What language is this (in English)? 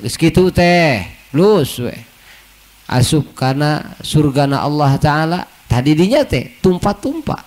Sundanese